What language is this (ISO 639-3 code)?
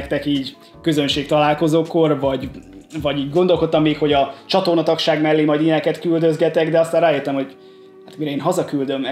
hun